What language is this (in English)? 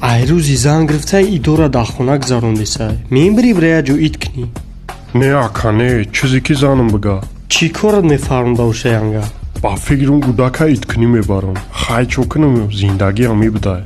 Tajik